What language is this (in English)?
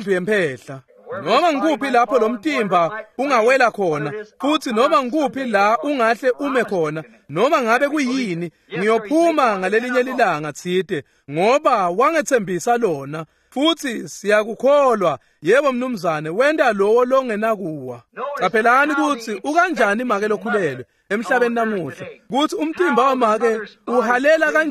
Swati